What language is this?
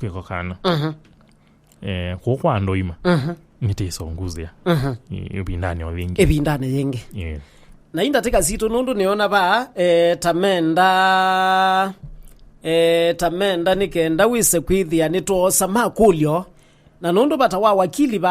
Kamba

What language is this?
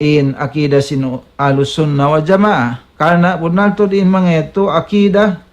Tausug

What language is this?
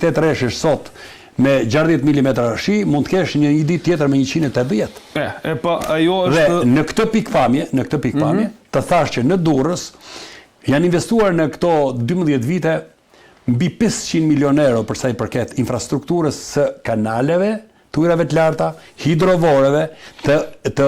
Albanian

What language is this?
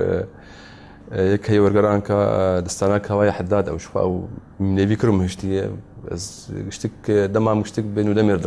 Kurdish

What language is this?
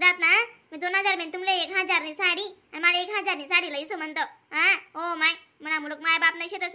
Khandesi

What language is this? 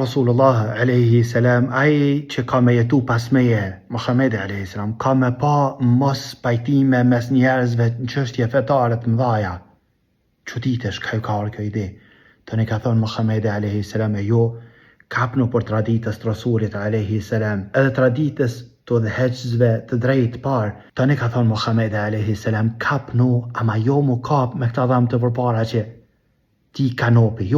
Albanian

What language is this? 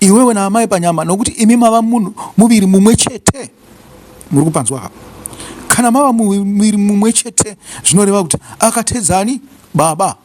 Shona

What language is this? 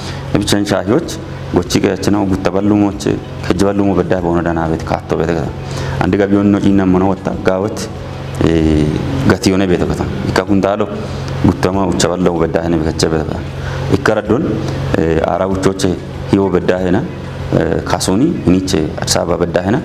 Kafa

